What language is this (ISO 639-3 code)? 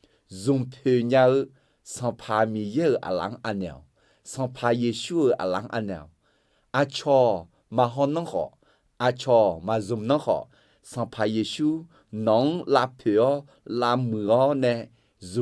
ahk